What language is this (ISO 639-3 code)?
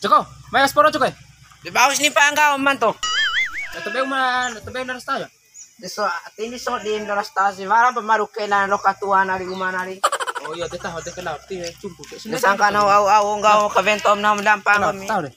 bhp